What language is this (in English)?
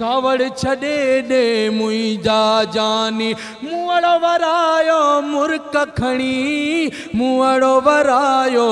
Sindhi